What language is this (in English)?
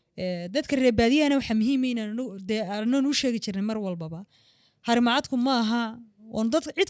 Somali